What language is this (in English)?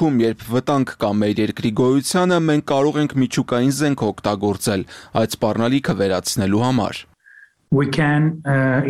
Armenian